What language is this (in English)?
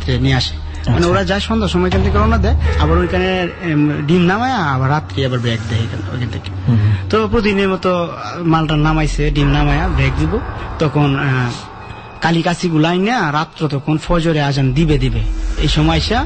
Bangla